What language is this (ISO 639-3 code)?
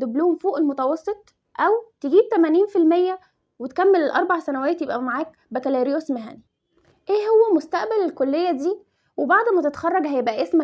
arz